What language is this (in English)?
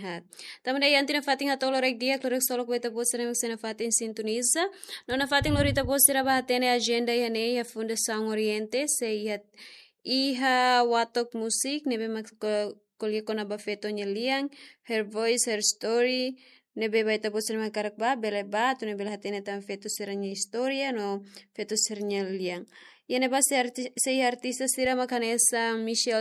Tetum